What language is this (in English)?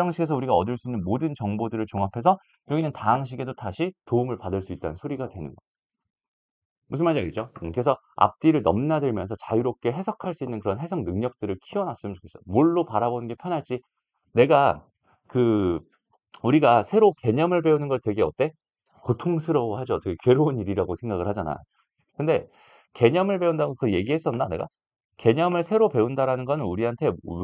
Korean